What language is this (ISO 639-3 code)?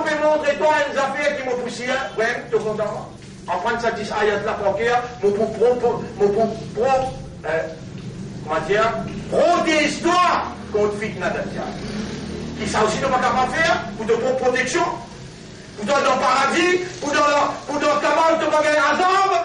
mfe